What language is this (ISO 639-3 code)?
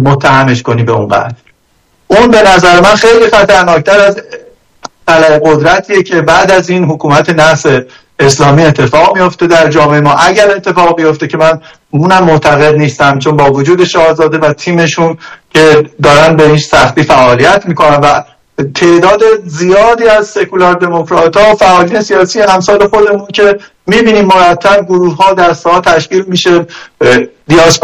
fas